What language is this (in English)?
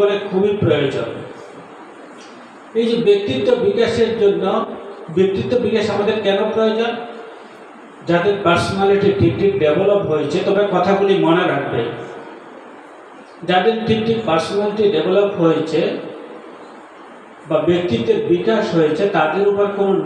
Bangla